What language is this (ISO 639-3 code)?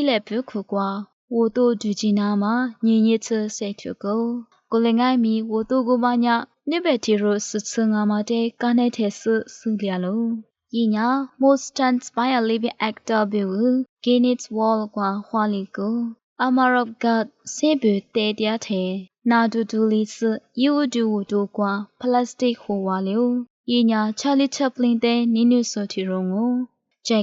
lis